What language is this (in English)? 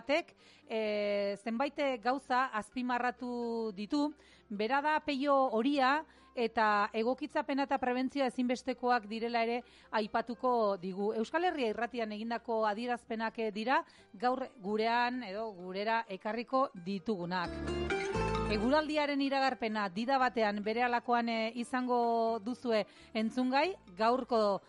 Basque